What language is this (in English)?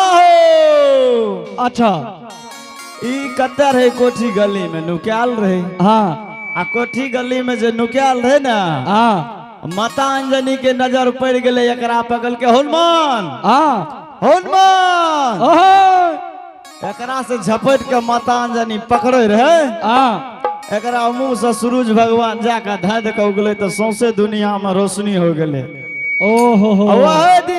Angika